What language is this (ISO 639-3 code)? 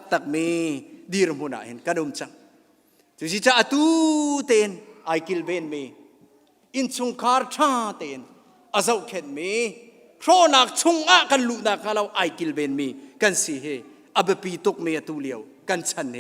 cnh